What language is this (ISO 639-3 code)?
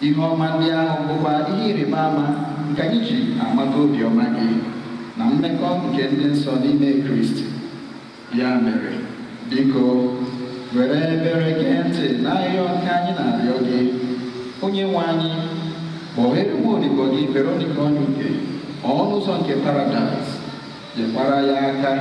ibo